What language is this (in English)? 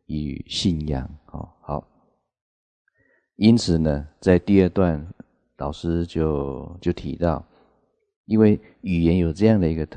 Chinese